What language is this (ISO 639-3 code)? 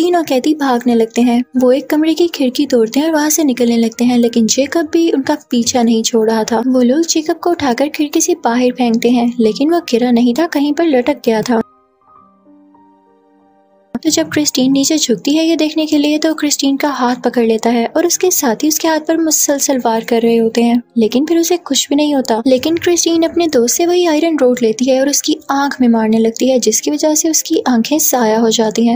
hin